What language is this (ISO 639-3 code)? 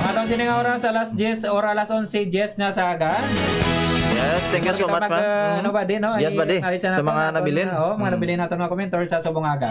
hil